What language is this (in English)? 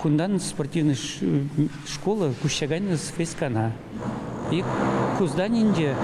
Chuvash